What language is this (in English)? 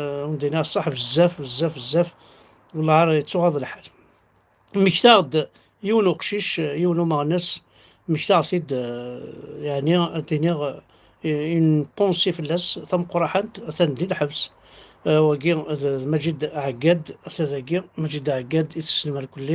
Kabyle